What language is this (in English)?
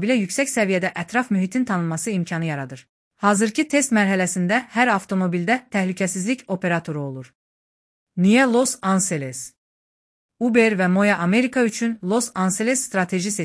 Azerbaijani